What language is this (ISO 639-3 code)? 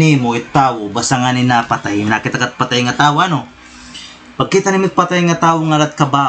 war